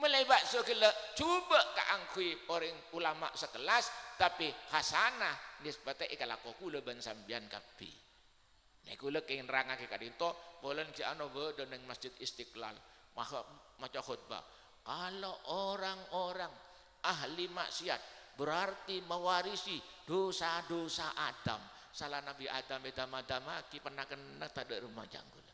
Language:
Madurese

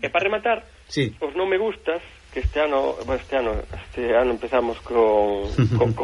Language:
Galician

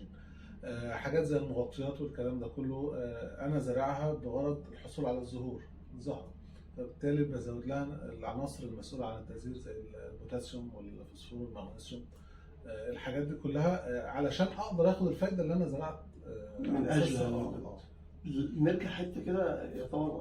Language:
Egyptian Arabic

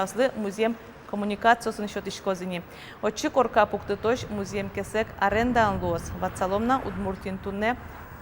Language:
Udmurt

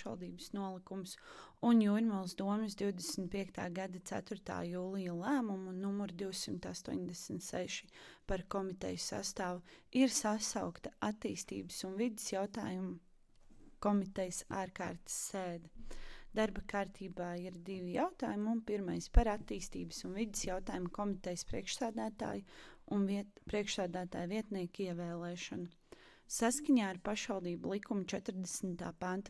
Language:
Latvian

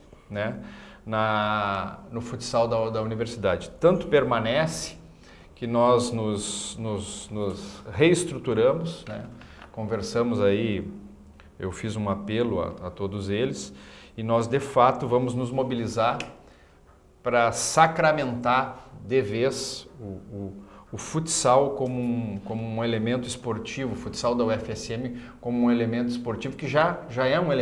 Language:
Portuguese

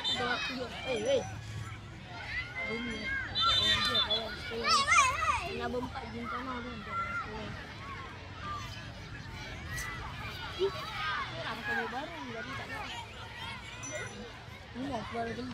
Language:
Malay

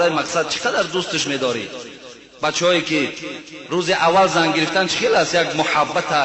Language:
Tajik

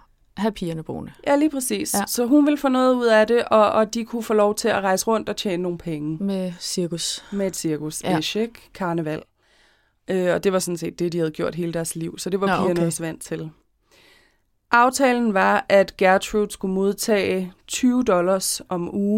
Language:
Danish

